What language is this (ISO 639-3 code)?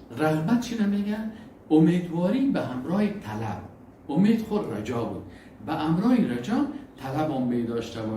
fas